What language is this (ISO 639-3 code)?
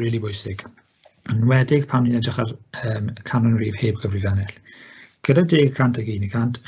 cym